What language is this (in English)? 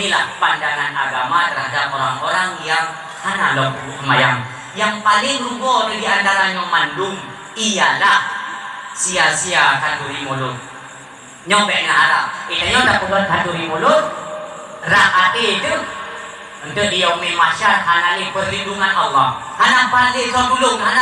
Achinese